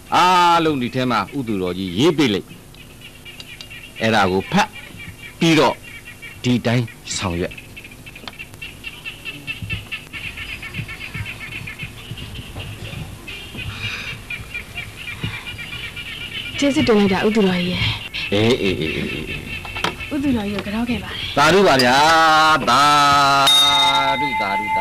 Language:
Burmese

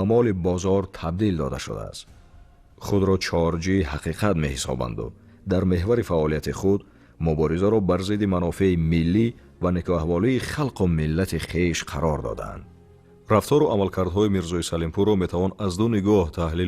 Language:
Tajik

